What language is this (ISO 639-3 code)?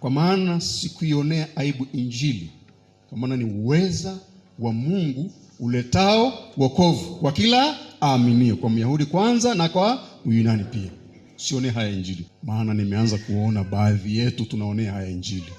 swa